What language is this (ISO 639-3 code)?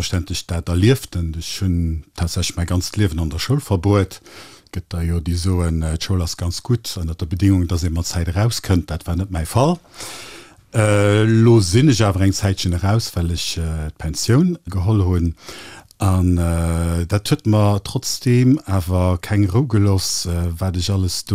ltz